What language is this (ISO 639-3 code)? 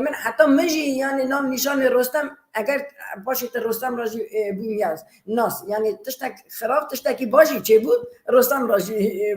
kur